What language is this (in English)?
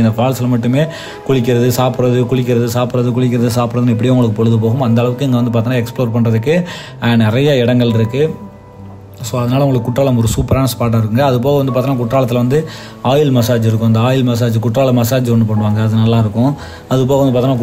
Tamil